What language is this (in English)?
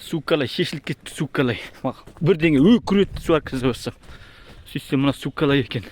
Kazakh